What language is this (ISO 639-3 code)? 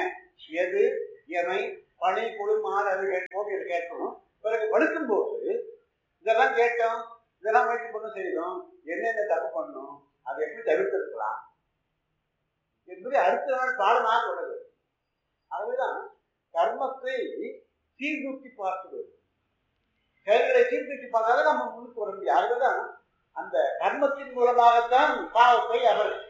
tam